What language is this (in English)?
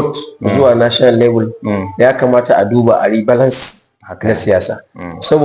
Hausa